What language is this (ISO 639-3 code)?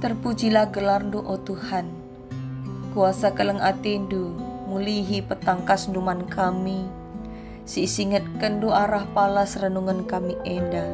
btx